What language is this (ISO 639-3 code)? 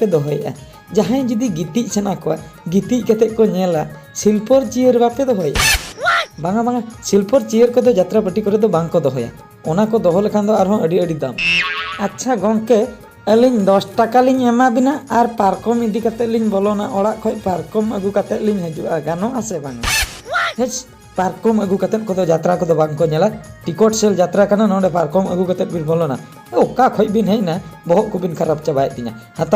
sat